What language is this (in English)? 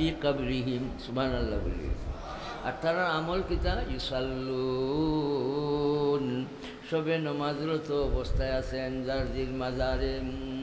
Sylheti